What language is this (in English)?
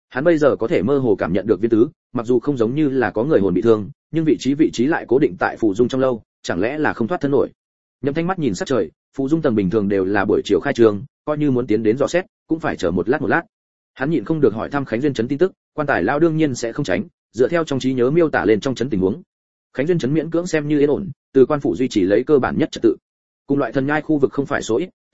Vietnamese